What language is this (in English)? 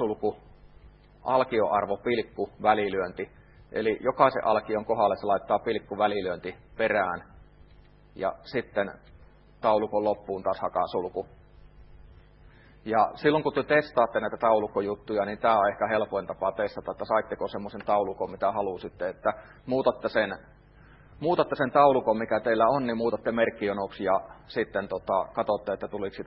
Finnish